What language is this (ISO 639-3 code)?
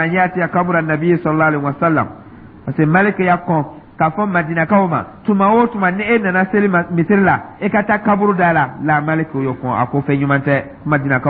dyu